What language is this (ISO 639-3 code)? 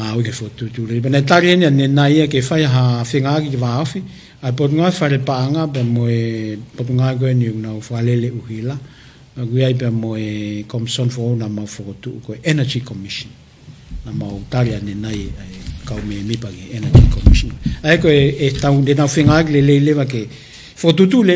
ton